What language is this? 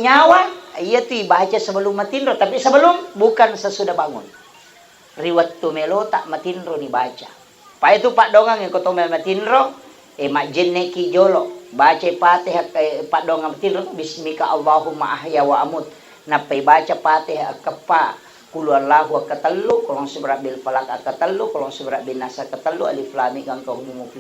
Buginese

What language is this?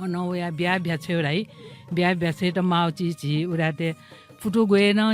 Newari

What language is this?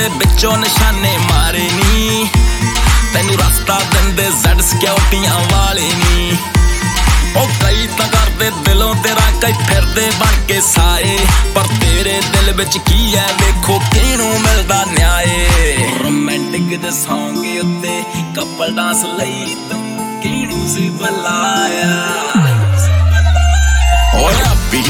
Punjabi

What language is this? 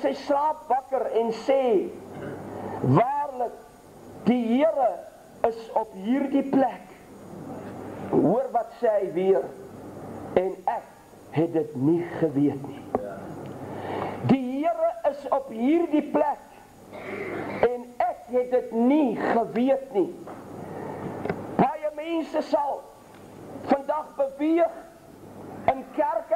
Afrikaans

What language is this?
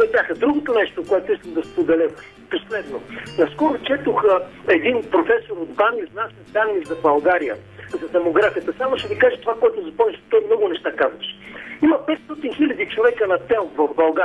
Bulgarian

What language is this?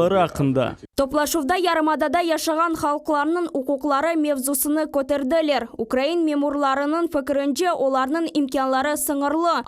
Crimean Tatar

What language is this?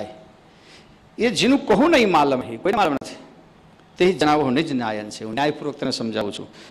Gujarati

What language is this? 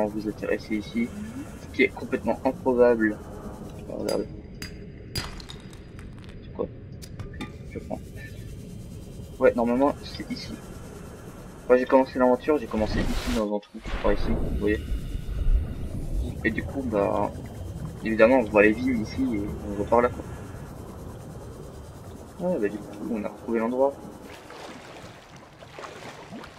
French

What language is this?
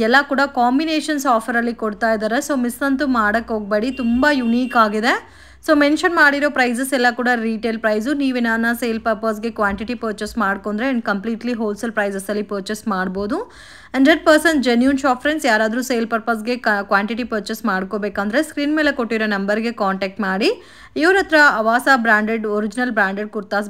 Kannada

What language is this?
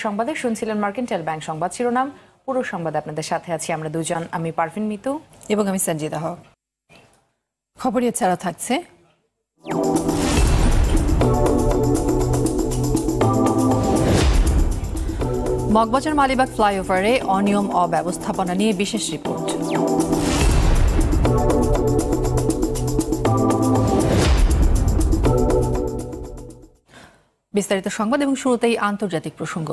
Bangla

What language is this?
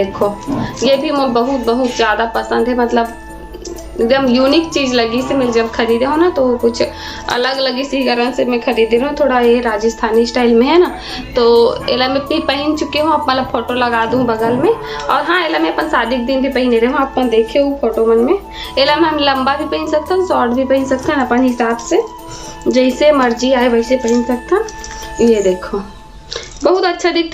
Chhattisgarhi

